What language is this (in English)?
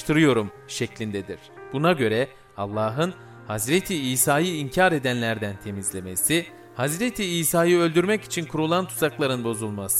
Turkish